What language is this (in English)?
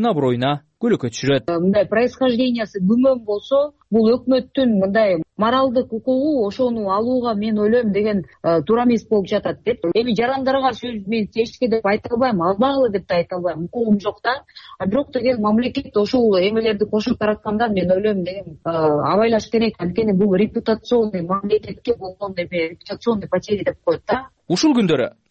Kyrgyz